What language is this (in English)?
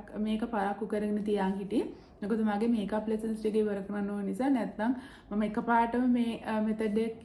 Sinhala